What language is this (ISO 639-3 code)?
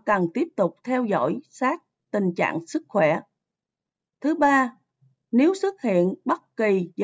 vie